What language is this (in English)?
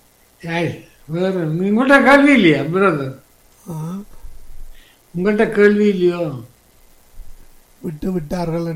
Tamil